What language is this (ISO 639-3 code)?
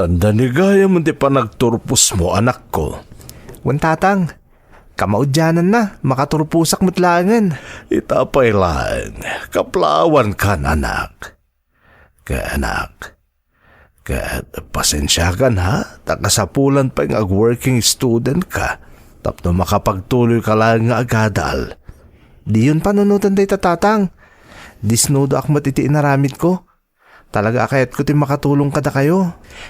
ilo